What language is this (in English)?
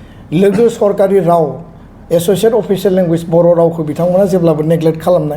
Bodo